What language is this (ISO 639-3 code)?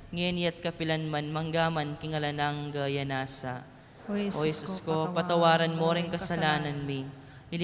pam